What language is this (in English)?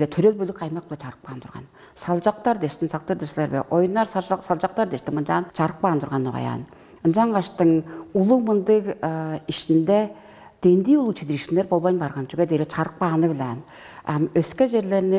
Tuvinian